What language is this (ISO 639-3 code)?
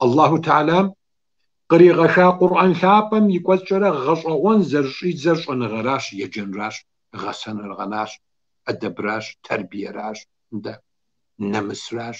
kbd